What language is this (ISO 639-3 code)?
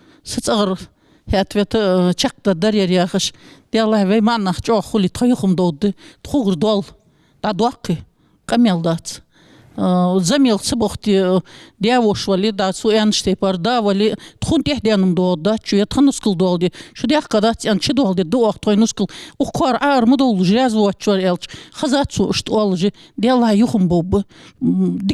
inh